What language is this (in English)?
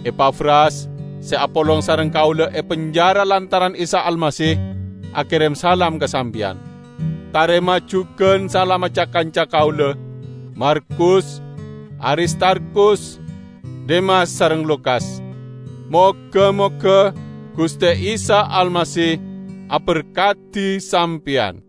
Madurese